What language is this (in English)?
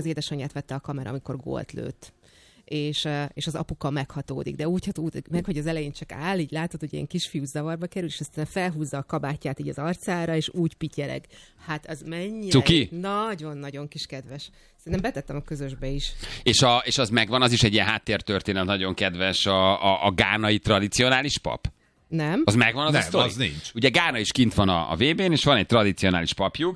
Hungarian